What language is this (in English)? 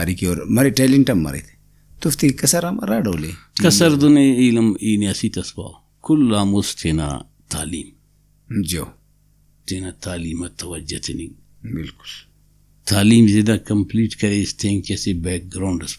Brahui